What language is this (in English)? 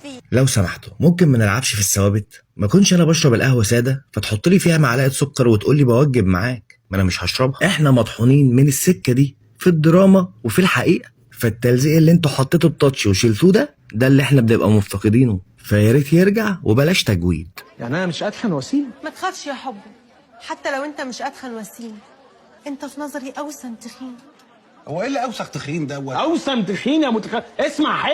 Egyptian Arabic